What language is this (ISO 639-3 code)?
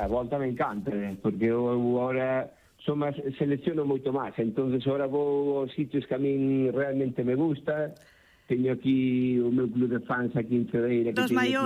glg